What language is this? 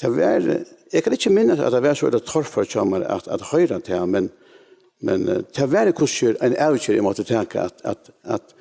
Faroese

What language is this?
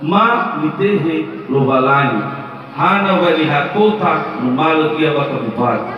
Nias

